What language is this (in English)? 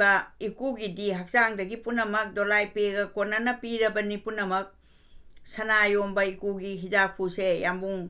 Manipuri